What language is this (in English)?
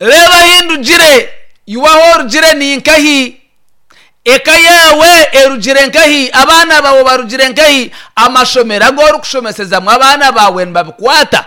Nyankole